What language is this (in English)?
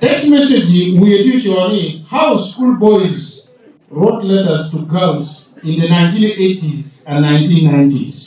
Lango (Uganda)